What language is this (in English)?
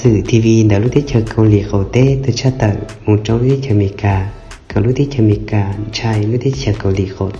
Hmong